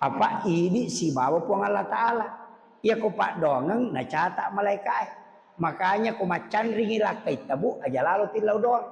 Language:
Buginese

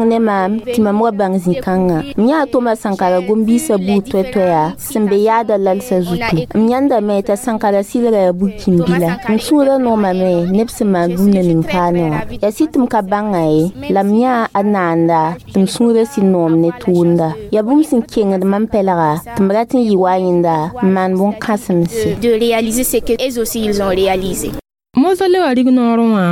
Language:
Mossi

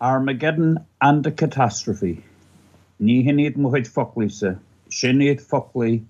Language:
Irish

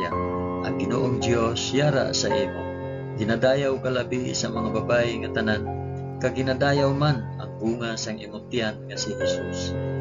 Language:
Hiligaynon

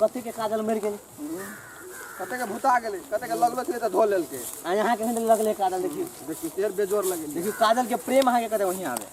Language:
Maithili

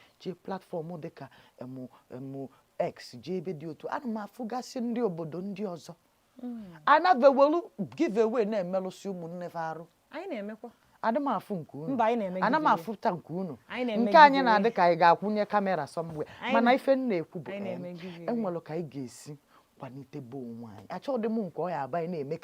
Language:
Igbo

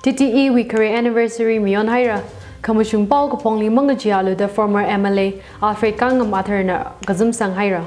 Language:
Tangkhul Naga (India)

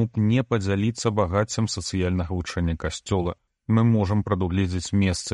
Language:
Belarusian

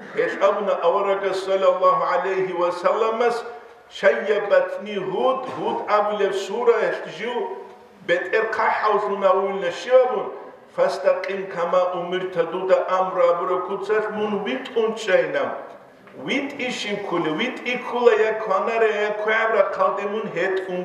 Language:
Avaric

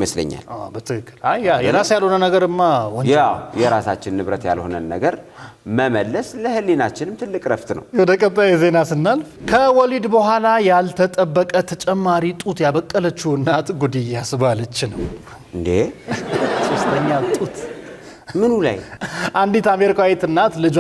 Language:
Amharic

